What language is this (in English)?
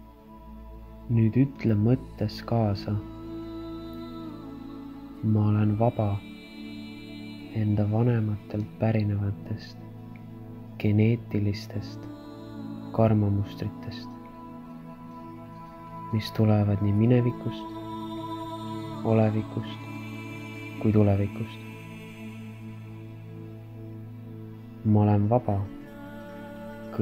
Estonian